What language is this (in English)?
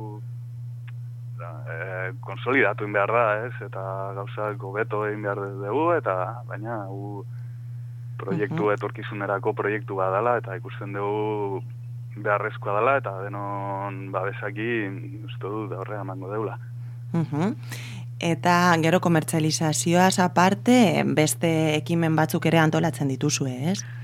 Basque